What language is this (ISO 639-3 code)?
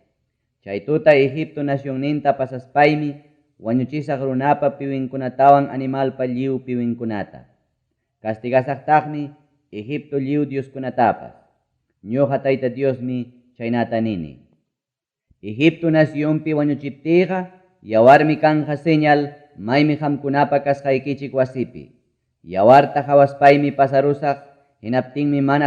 quy